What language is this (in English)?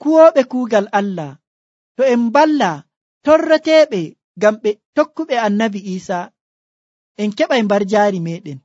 Nigerian Fulfulde